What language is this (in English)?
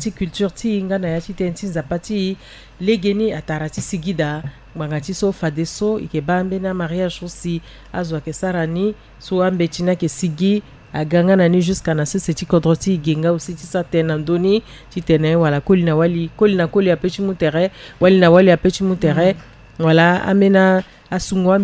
Sango